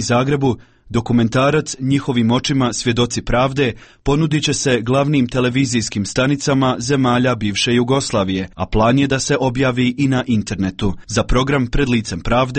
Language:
Croatian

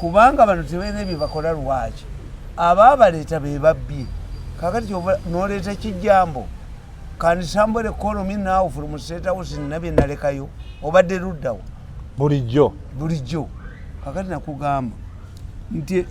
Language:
Ganda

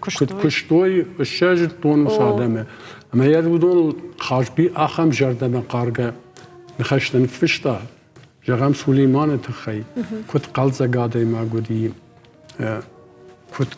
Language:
Ossetic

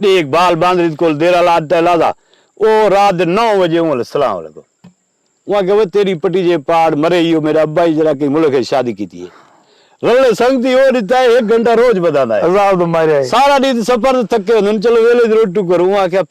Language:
Saraiki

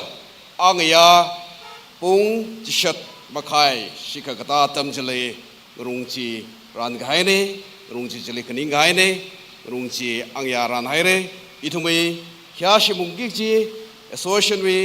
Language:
Tangkhul Naga (India)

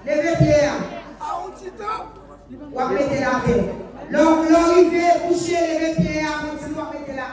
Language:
Haitian Creole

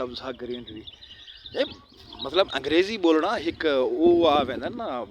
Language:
Saraiki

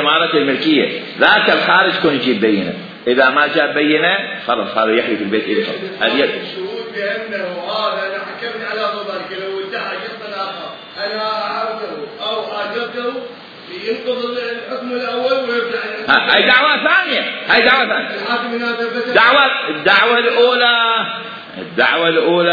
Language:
Mesopotamian Arabic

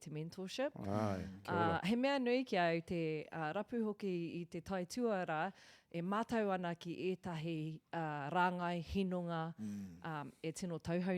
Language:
Māori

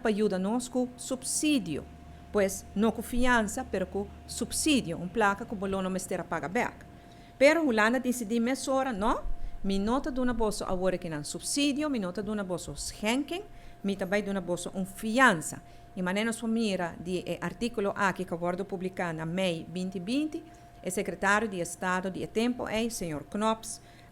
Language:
Papiamento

